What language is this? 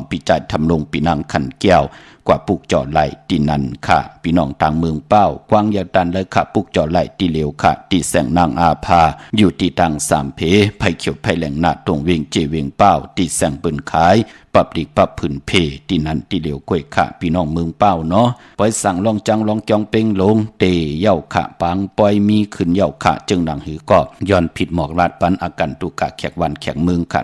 Shan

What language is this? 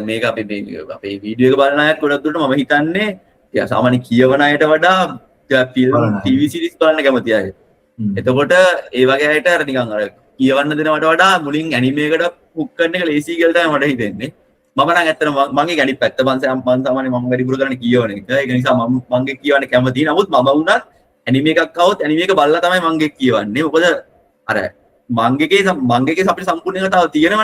Sinhala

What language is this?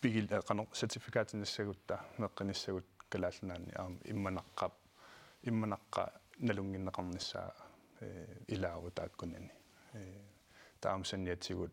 Kalaallisut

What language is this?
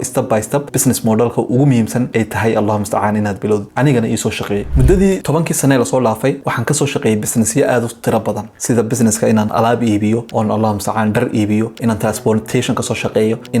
Somali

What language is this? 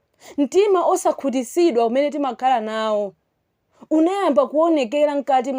Nyanja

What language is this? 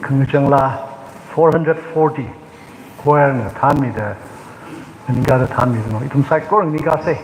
Tangkhul Naga (India)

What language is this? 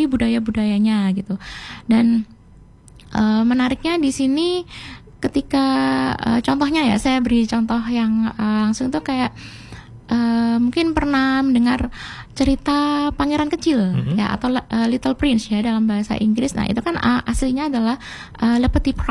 Indonesian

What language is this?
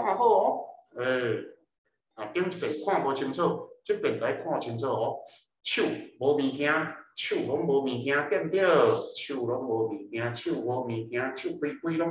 Min Nan Chinese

